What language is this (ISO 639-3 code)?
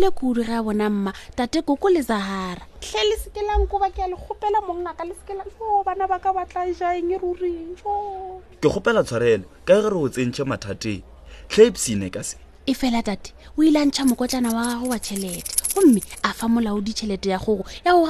nso